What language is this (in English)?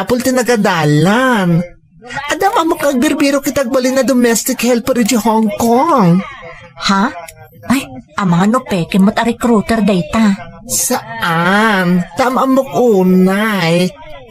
Iloko